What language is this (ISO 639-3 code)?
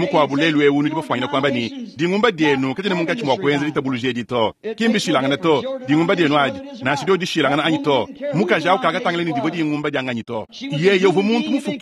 lua